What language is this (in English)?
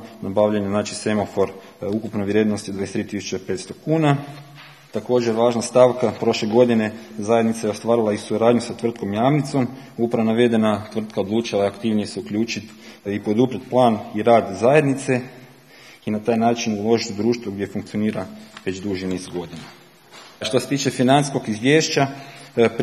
Croatian